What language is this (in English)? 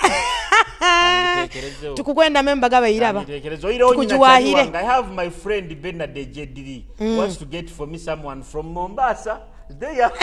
Nyoro